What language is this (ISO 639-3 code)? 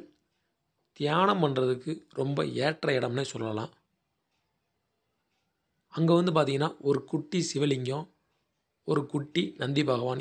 tam